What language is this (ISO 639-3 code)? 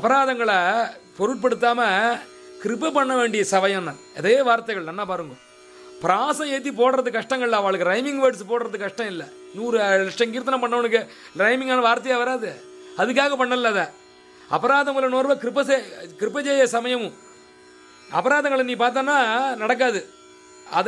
tam